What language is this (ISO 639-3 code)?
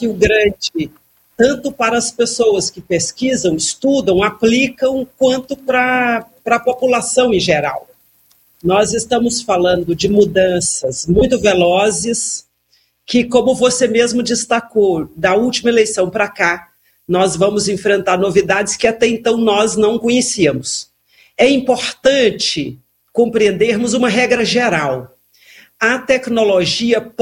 por